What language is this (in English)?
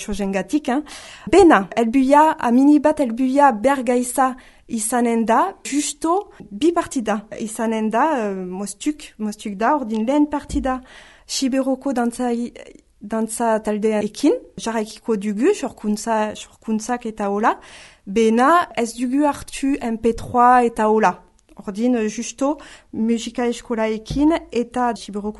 Basque